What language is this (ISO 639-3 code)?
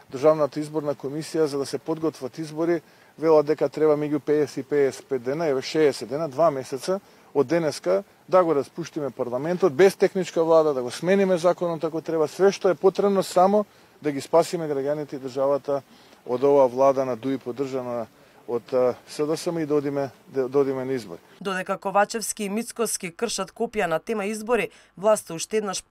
mkd